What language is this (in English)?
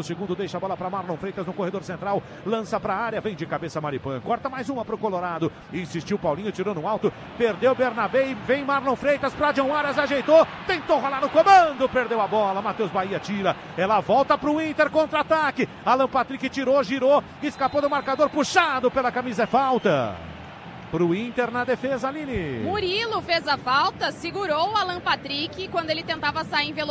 Portuguese